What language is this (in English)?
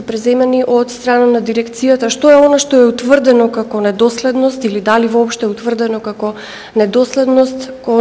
Macedonian